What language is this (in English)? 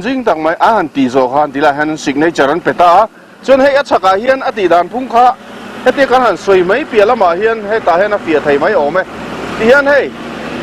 Mizo